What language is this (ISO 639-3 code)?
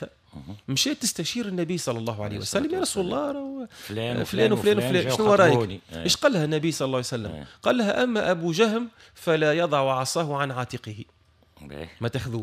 aeb